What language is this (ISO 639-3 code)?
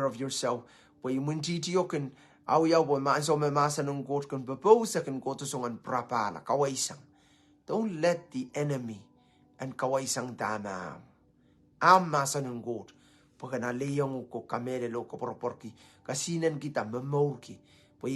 pon